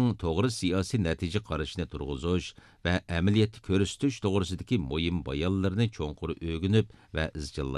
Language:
Uyghur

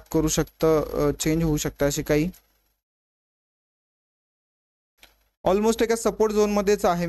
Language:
Marathi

